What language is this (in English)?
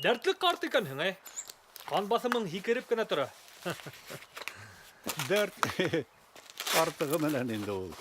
Bashkir